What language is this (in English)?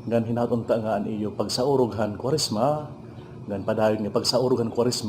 Waray